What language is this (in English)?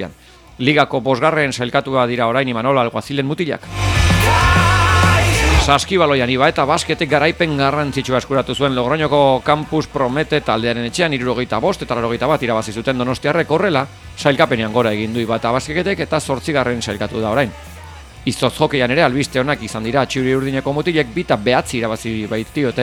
Basque